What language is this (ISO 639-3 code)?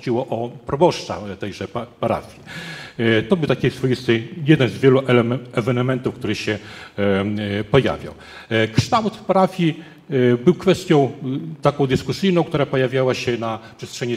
pol